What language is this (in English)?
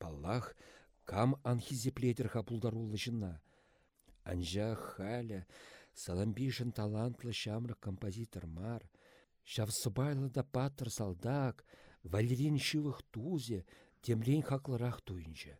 Chuvash